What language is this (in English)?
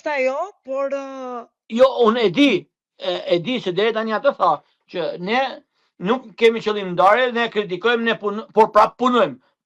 Albanian